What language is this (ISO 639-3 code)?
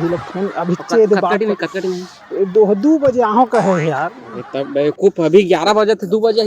hne